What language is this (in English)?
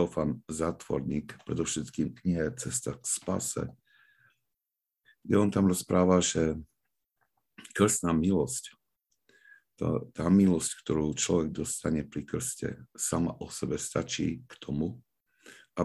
Slovak